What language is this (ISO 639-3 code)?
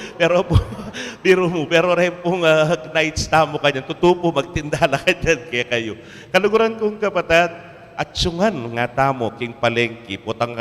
pam